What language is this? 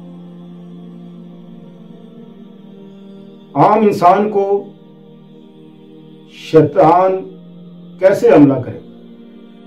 Urdu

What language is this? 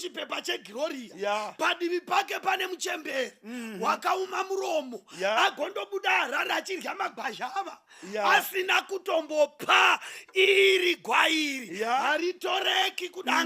Shona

